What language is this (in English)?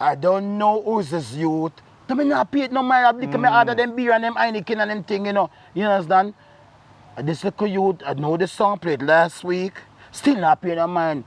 Jamaican Creole English